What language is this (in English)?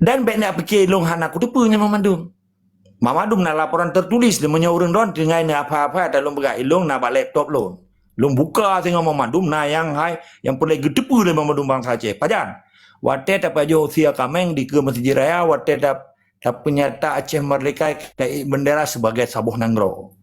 Achinese